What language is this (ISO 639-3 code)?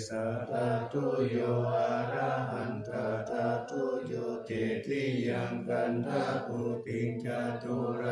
pli